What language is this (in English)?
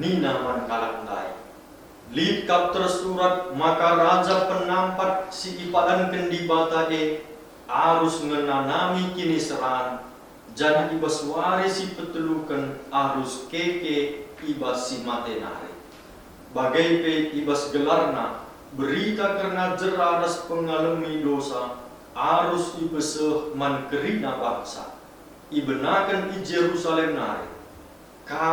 Batak Karo